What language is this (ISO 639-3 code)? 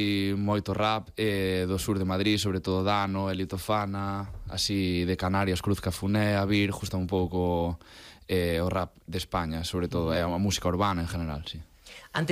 glg